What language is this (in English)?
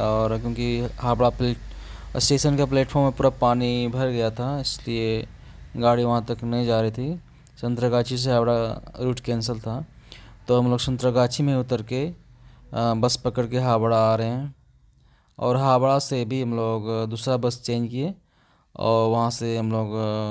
Santali